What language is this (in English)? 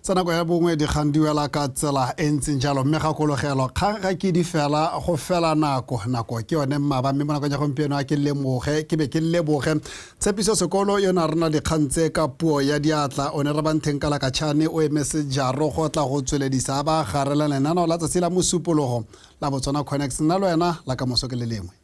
Tswana